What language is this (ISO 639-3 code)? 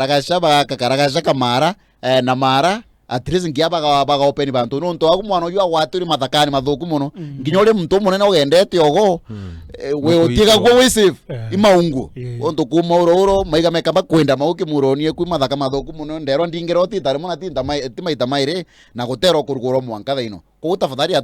mer